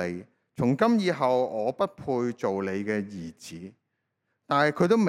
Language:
Cantonese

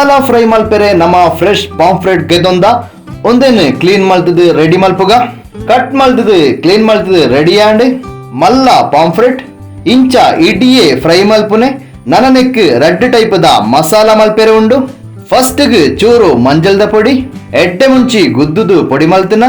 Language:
Tulu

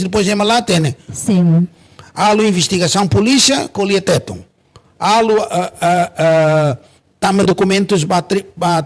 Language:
Tetum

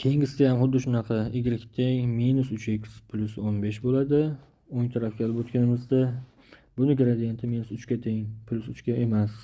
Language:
Uzbek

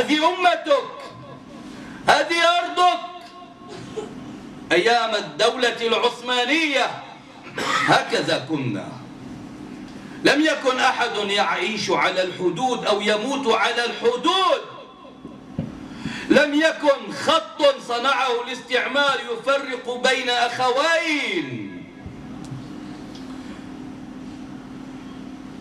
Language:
Arabic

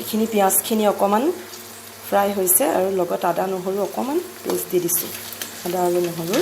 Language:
Assamese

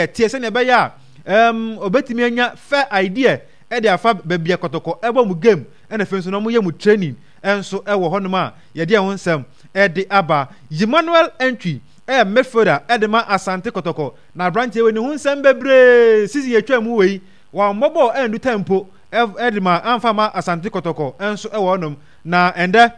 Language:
Akan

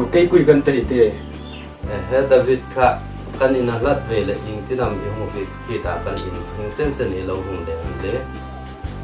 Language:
Hmar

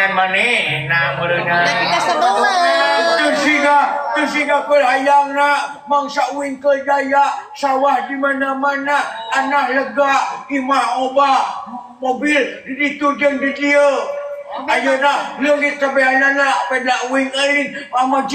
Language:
Sundanese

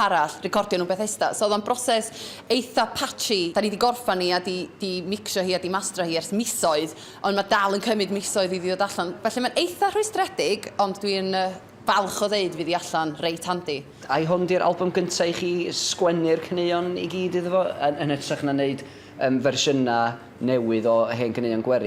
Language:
Welsh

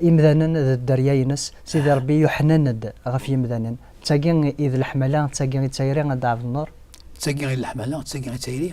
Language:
Kabyle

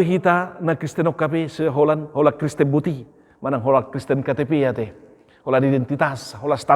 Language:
Batak Toba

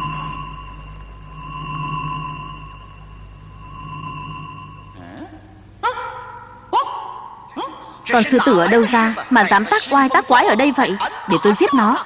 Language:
Vietnamese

